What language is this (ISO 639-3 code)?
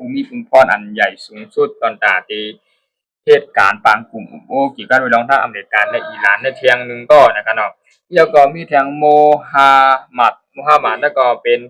shn